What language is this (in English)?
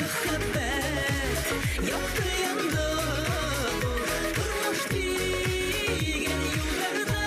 Bashkir